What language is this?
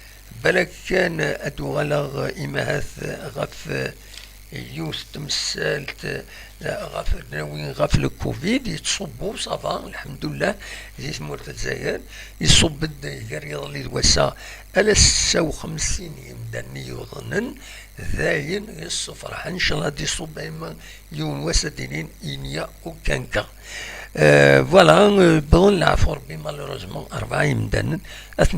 Kabyle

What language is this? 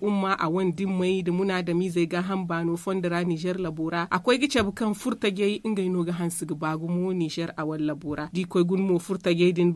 Zarma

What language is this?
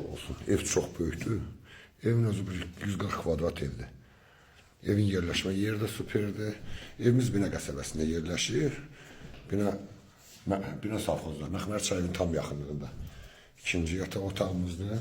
Azerbaijani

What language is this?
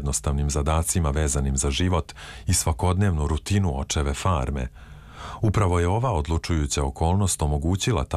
Croatian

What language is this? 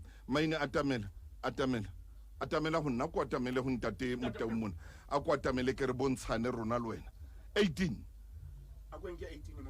Southern Sotho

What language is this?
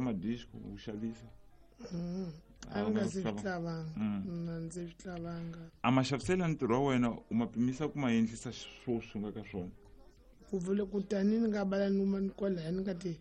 Tsonga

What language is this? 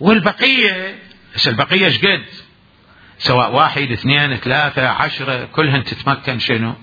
Mesopotamian Arabic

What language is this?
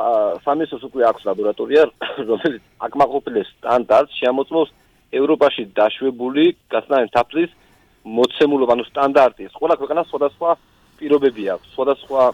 Georgian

